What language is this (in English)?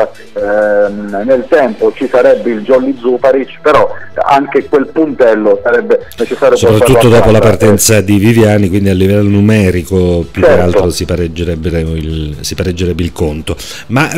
Italian